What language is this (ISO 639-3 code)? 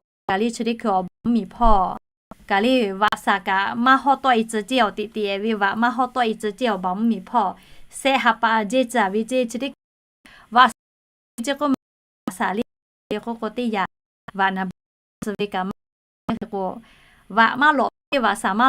lhu